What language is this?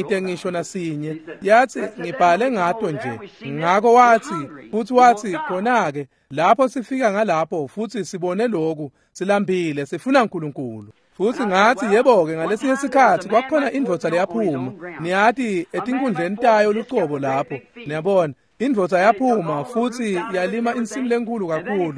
Swati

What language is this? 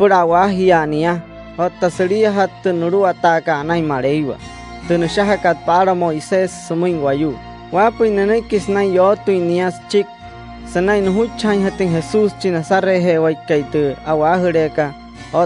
Wayuu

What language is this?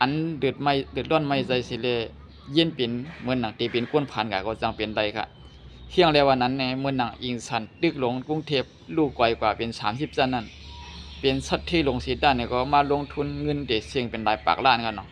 Shan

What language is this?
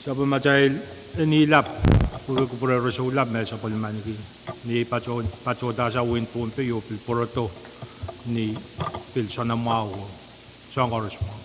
Pohnpeian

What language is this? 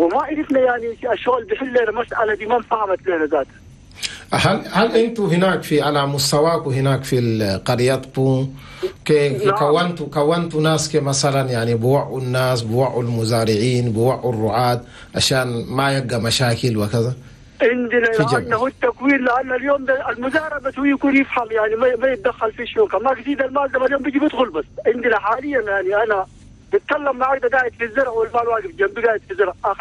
Chadian Arabic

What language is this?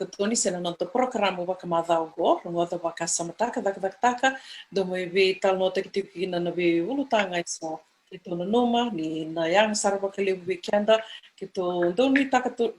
Fijian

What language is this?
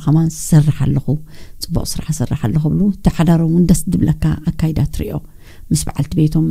Tigrinya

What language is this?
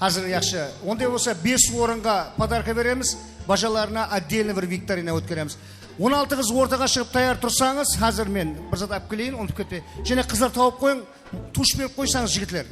Kara-Kalpak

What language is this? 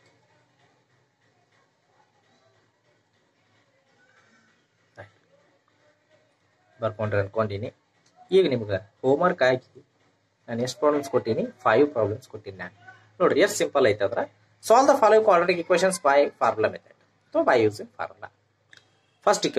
Kannada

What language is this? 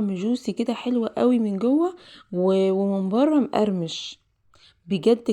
Egyptian Arabic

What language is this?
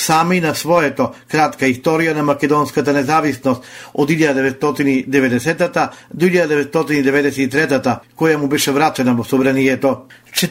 Macedonian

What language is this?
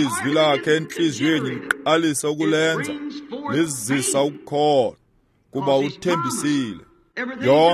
Xhosa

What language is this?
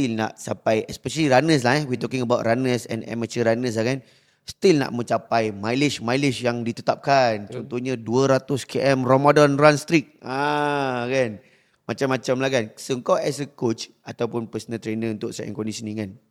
Malay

